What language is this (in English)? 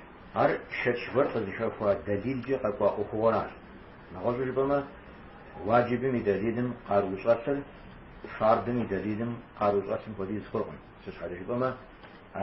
Kabardian